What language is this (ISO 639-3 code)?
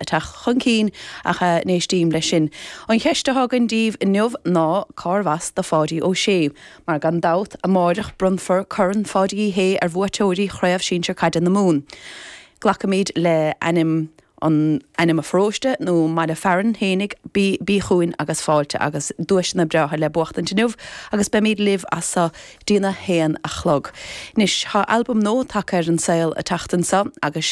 gle